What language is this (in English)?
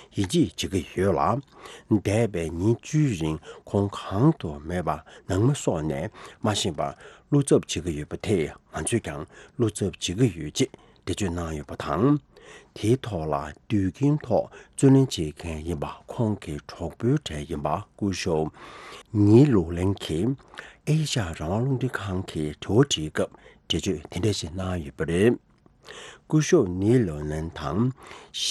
Tibetan